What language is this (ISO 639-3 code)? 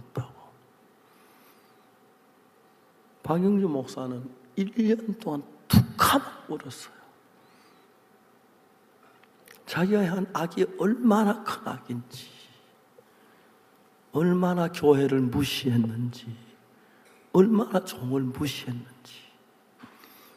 kor